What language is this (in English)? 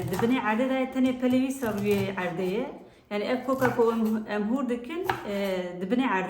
Kurdish